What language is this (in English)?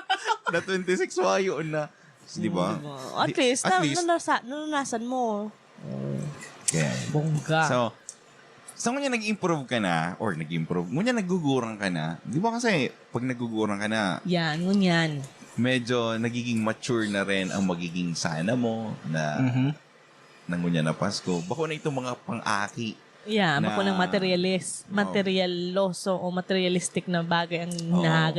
Bikol